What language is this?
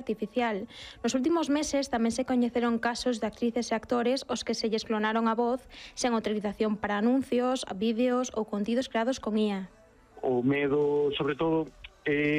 Galician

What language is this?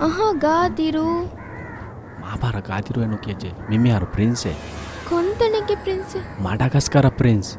Divehi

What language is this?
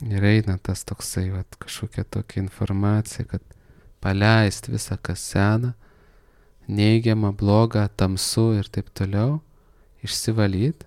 Lithuanian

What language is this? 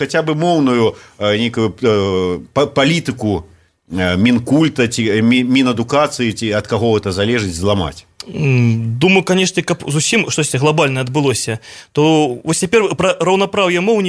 Belarusian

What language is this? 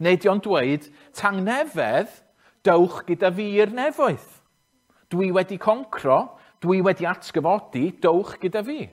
Welsh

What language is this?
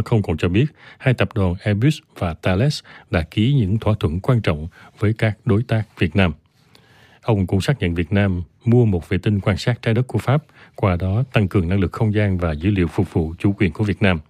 Vietnamese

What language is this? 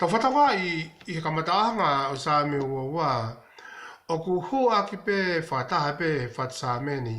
Tongan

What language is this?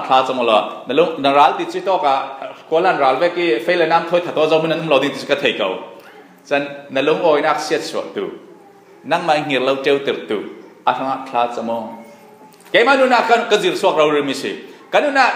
Falam Chin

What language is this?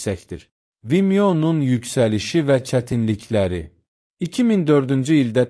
Azerbaijani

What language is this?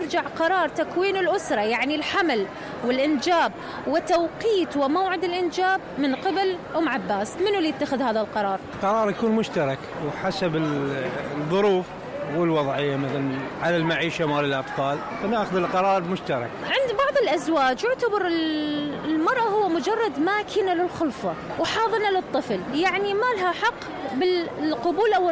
Mesopotamian Arabic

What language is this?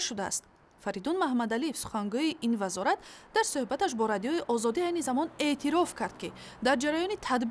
Tajik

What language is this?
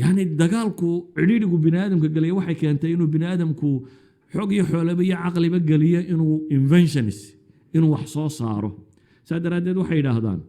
Somali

